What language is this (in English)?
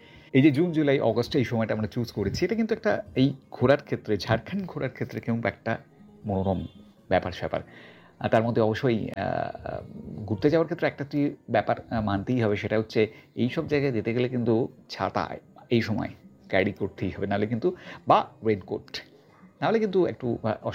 Bangla